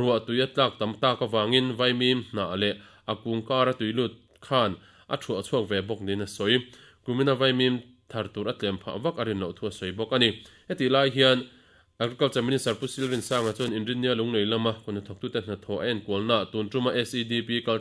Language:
Mizo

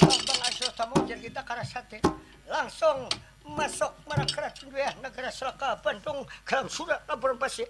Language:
Banjar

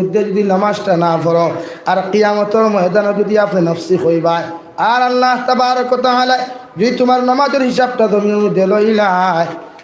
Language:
Sylheti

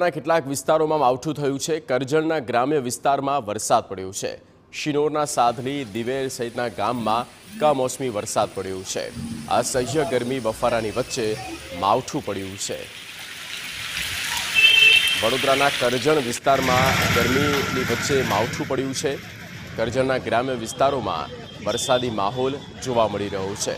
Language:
Gujarati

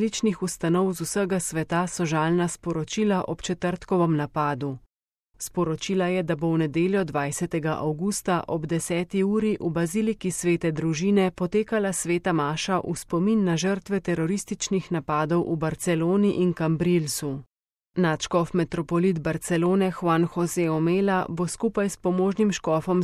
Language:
Slovenian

